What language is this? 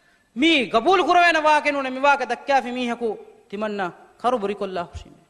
Divehi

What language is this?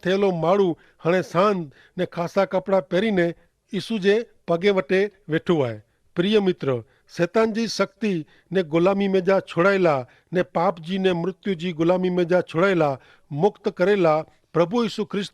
Kachhi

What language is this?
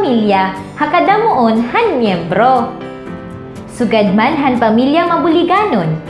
Waray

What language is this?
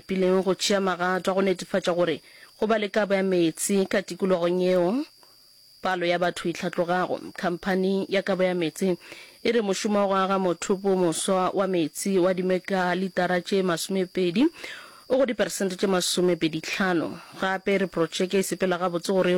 Northern Sotho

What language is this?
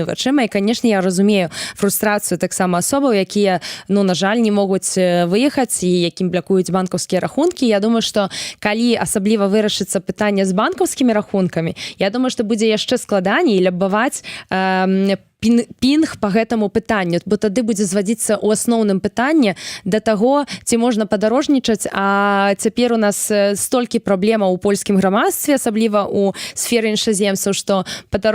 Belarusian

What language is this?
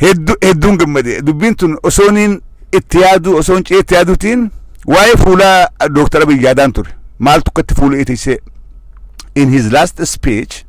Oromo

